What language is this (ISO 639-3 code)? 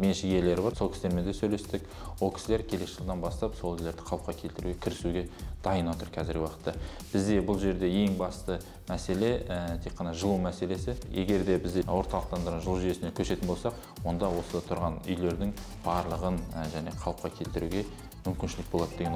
kaz